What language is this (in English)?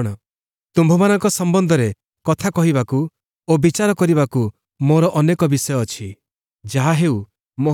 Odia